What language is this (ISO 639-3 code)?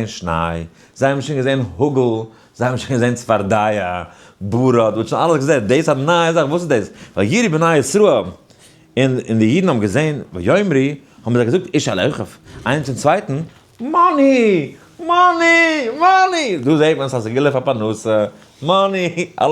yid